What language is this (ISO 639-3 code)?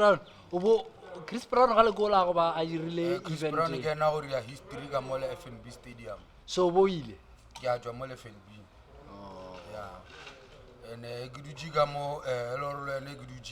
nso